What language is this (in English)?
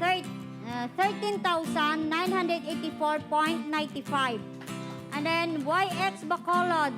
Hiligaynon